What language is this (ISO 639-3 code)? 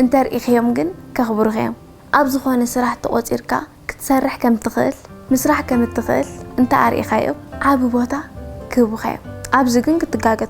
tir